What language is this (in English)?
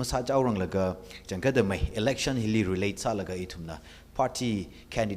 Tangkhul Naga (India)